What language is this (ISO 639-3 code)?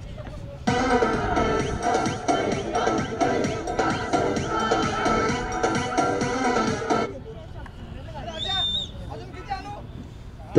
mar